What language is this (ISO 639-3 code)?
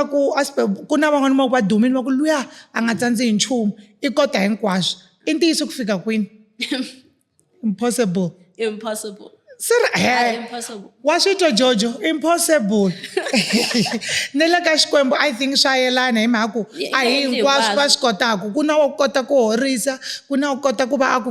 tso